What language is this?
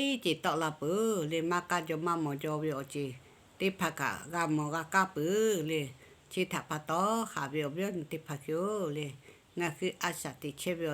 Lahu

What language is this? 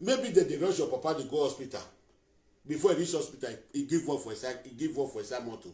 Nigerian Pidgin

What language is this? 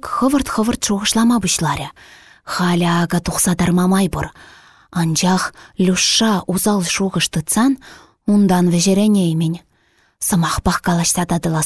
Chuvash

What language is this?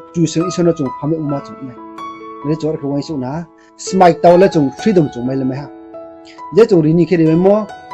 Riang (India)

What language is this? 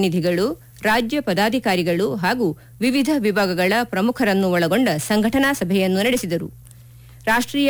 Kannada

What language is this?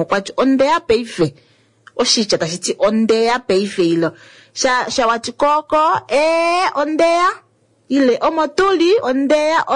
Kuanyama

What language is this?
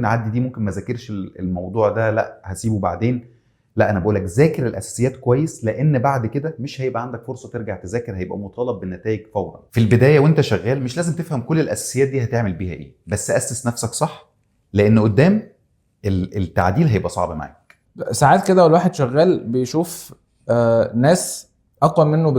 Egyptian Arabic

